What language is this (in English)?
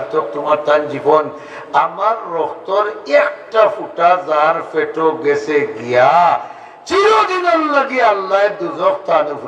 Sylheti